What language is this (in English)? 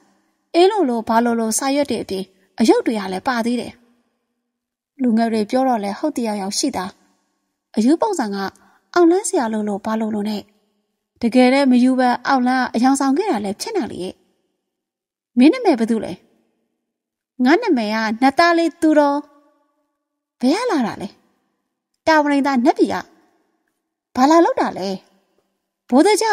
Burmese